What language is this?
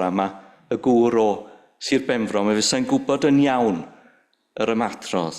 Welsh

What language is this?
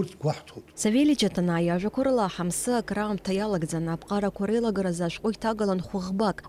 Abkhazian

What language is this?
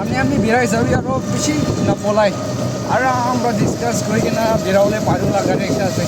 Naga Pidgin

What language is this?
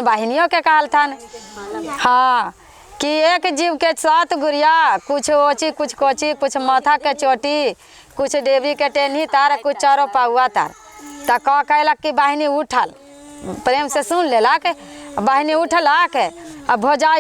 Magahi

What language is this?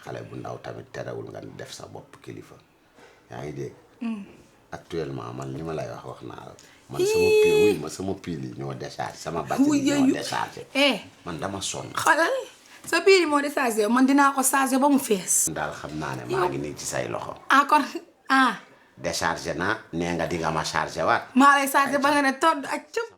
Wolof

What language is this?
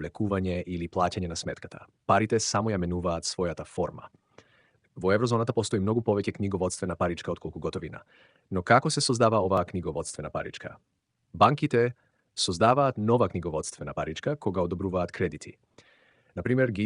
Macedonian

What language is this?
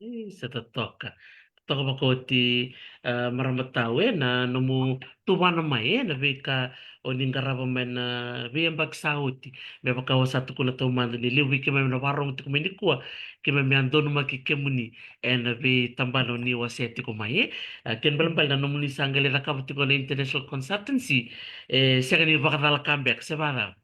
Fijian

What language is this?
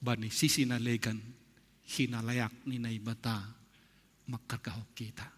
Batak Simalungun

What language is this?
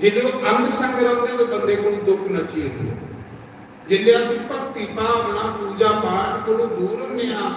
Dogri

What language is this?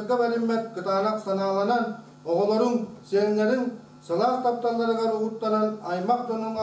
Yakut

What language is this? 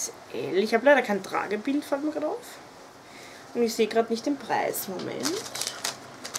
German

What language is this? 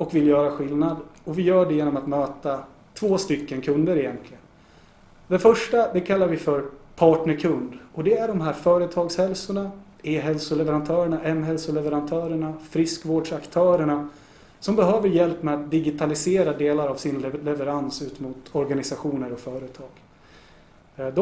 Swedish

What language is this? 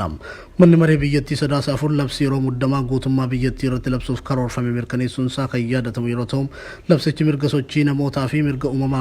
Oromo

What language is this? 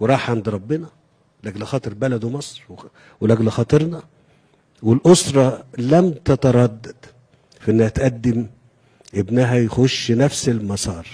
Egyptian Arabic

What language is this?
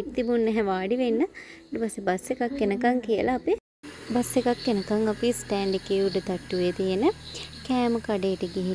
Sinhala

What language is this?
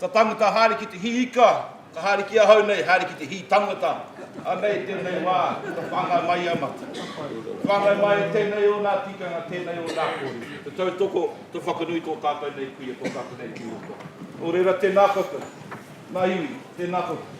Māori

